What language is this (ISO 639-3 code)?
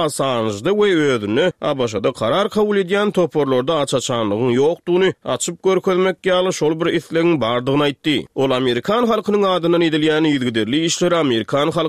tuk